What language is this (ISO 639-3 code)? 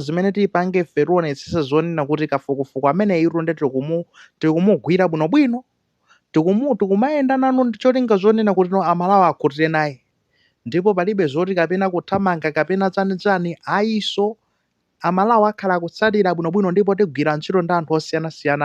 nya